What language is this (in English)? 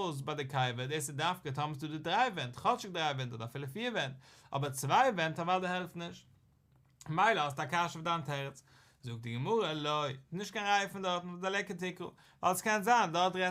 Yiddish